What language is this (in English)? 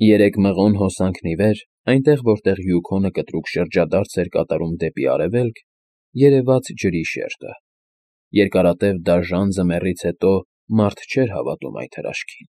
Armenian